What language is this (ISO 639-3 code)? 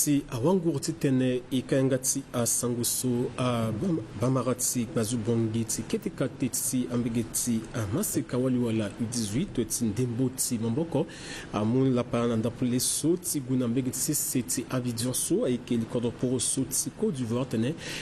sag